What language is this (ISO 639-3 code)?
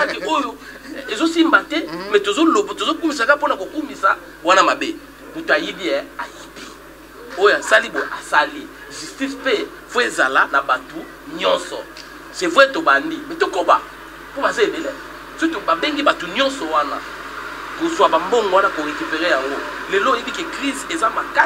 lin